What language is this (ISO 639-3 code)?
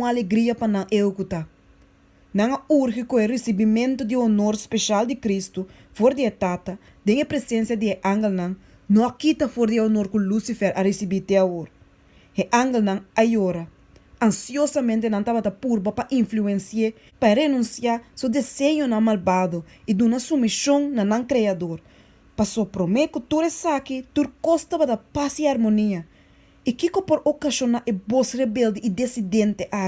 pap